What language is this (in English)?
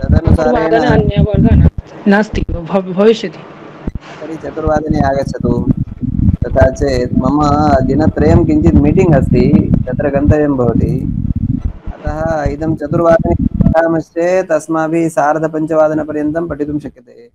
Sanskrit